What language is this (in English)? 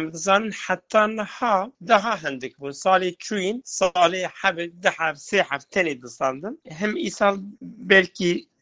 Kurdish